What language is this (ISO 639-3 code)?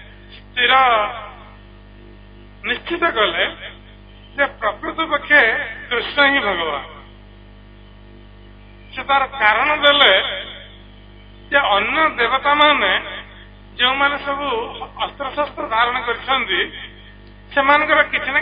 ori